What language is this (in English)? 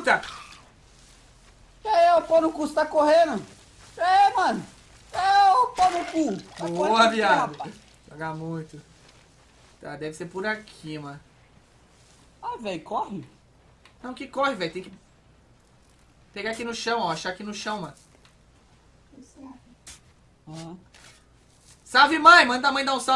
Portuguese